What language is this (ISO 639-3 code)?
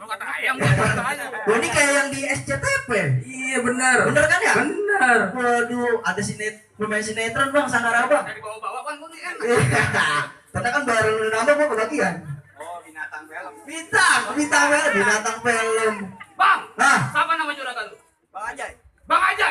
bew